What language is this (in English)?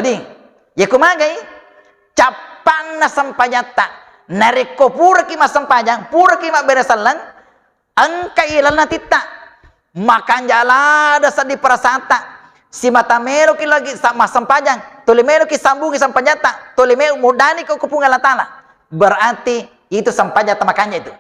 Buginese